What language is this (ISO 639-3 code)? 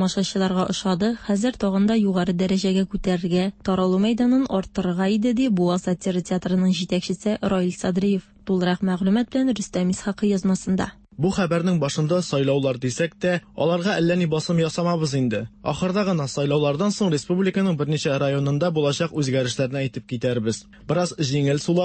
tat